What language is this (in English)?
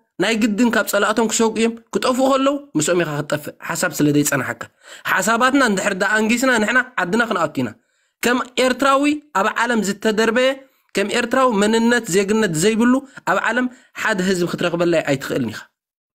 Tigrinya